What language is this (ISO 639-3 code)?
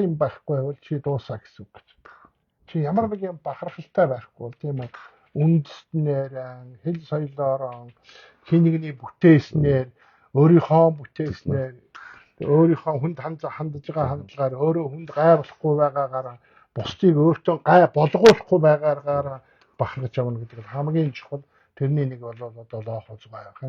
mon